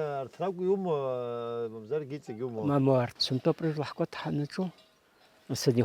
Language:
Abkhazian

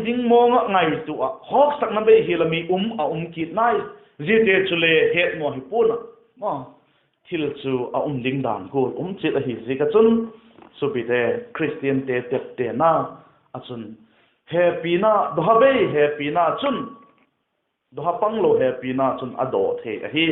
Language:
Vaiphei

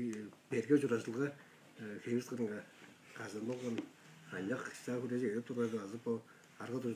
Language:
Tuvinian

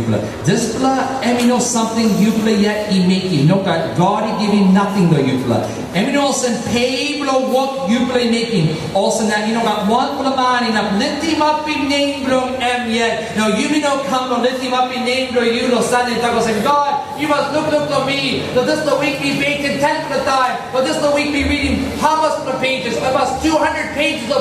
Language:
Tok Pisin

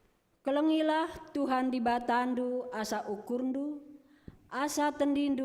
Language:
Batak Karo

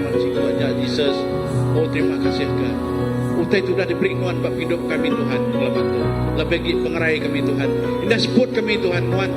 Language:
Iban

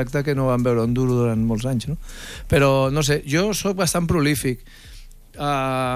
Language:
Catalan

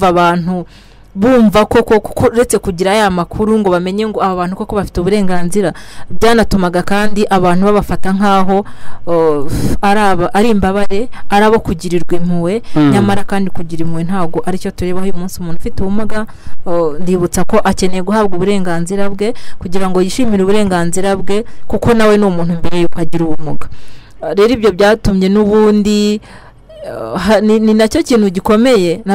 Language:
Kinyarwanda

